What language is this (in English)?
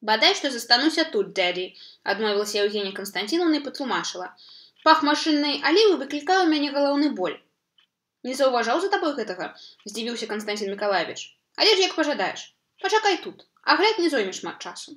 Belarusian